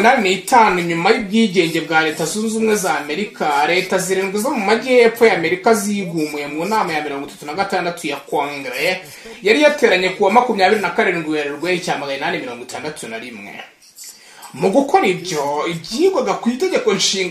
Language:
Kinyarwanda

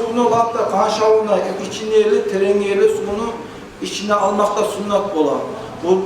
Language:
Kumyk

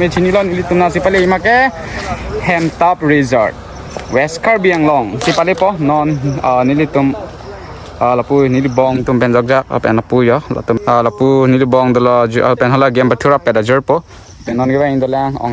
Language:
Karbi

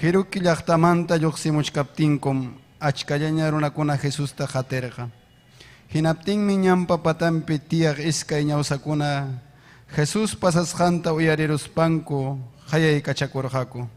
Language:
Ayacucho Quechua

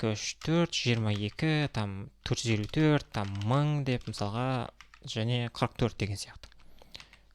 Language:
Kazakh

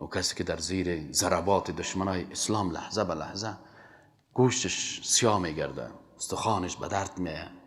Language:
Persian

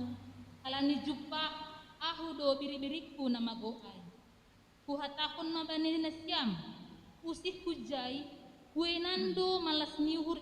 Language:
Batak Simalungun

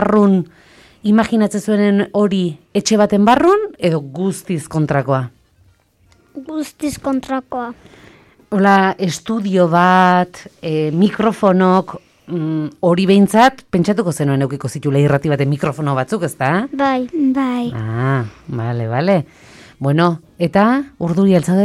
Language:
Basque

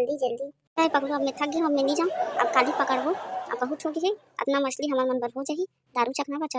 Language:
Chhattisgarhi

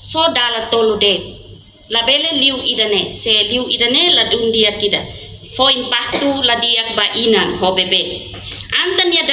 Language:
Tetum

